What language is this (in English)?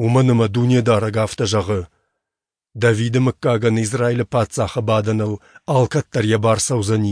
Ossetic